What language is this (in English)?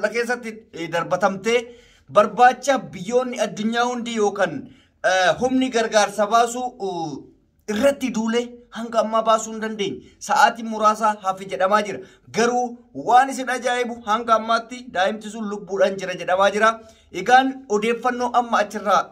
Oromo